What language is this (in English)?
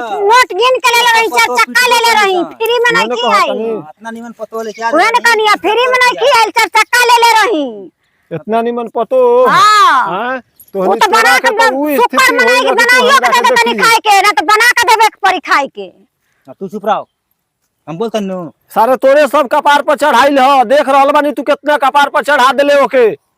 Bhojpuri